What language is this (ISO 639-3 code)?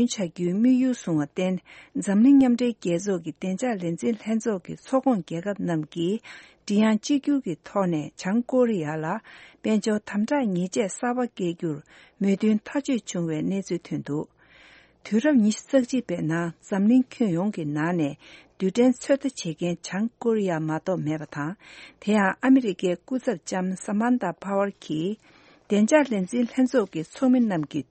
bod